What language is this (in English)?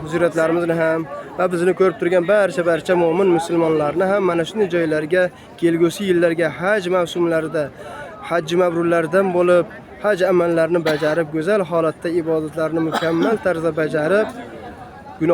Uzbek